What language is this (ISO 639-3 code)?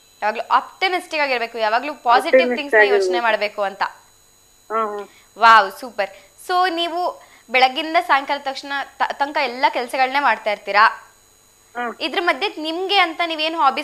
kan